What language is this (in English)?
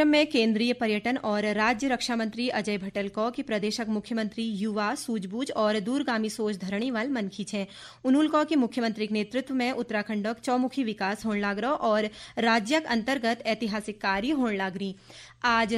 Garhwali